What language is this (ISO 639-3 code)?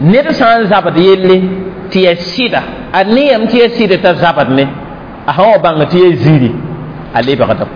mos